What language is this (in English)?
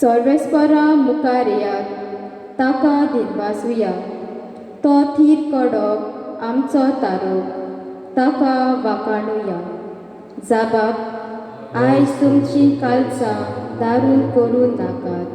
Konkani